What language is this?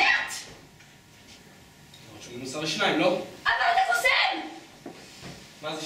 Hebrew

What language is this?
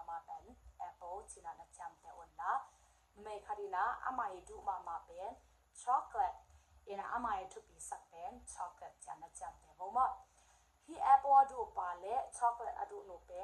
Tedim Chin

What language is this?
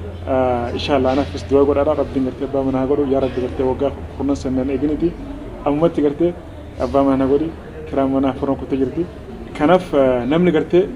Oromo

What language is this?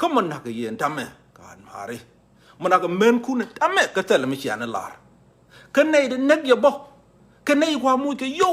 Nuer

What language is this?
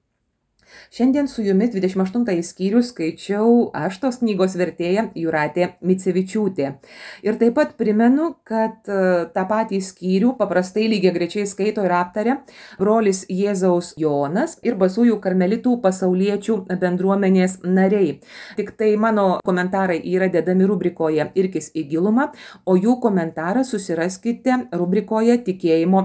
Lithuanian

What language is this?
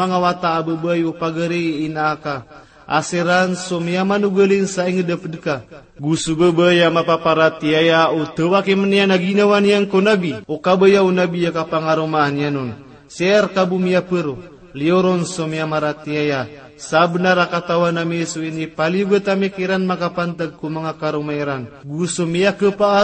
Maranao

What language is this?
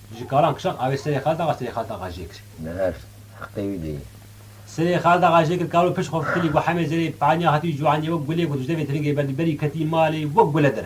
Kurdish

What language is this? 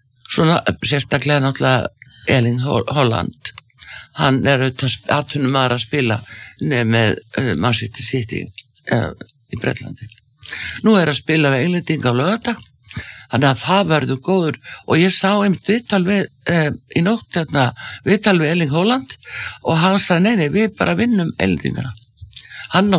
Icelandic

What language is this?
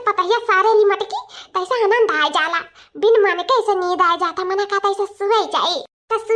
Awadhi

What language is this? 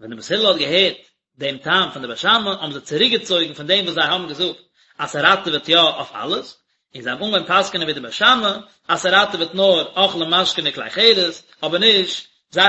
Yiddish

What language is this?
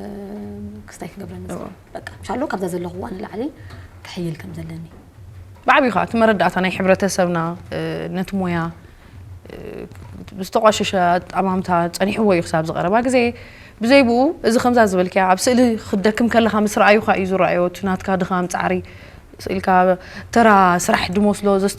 Tigrinya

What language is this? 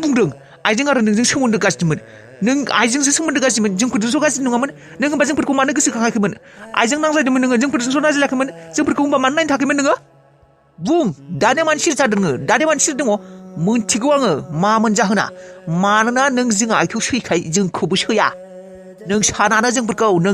Bodo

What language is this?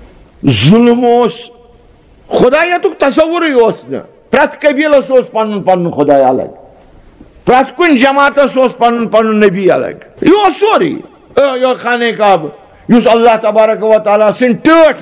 Kashmiri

